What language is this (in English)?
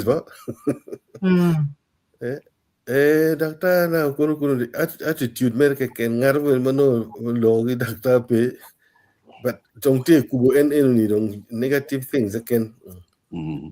Acoli